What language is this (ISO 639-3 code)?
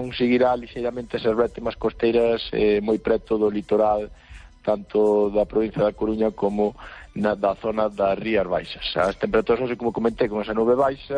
glg